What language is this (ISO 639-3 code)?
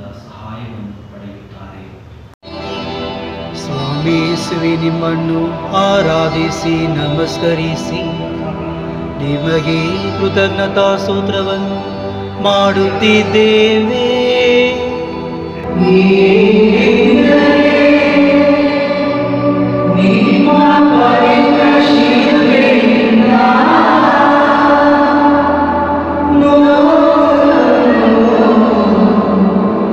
kan